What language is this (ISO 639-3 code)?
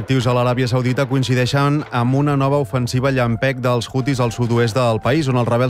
cat